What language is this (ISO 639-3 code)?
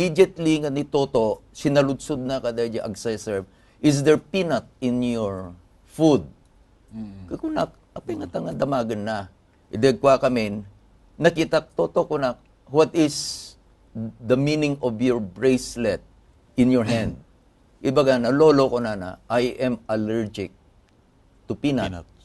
ilo